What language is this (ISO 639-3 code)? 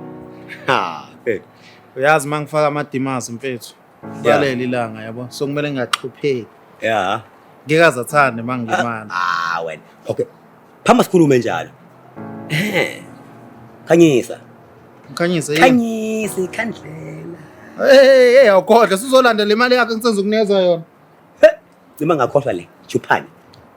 zul